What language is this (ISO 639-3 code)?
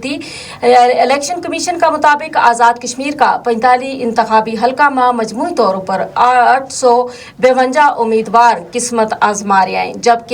gju